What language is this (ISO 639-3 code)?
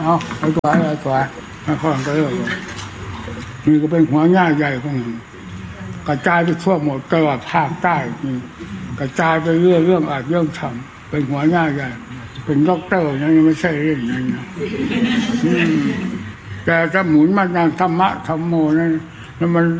tha